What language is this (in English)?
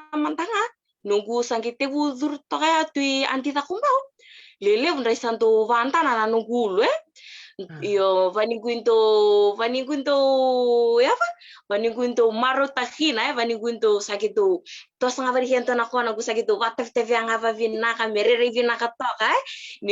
Fijian